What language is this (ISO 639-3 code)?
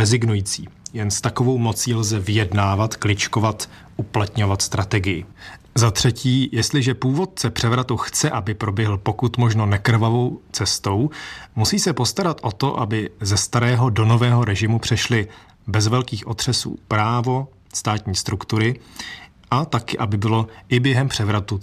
ces